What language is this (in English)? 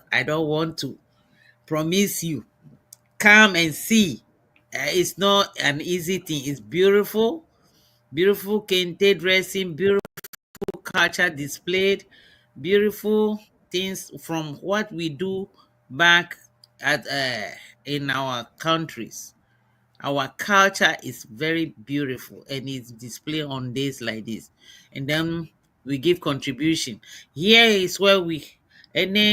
Ewe